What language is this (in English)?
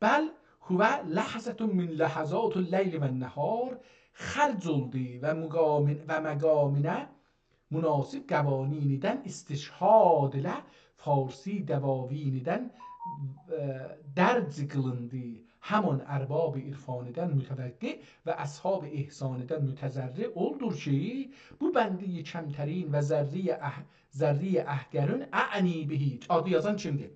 South Azerbaijani